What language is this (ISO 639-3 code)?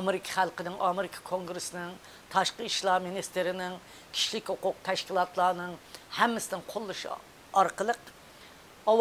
uig